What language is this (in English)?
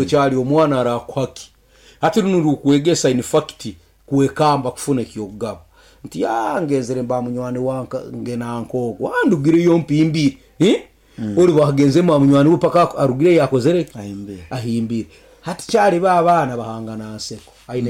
Nyankole